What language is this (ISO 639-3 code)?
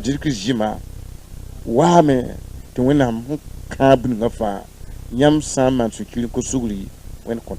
mos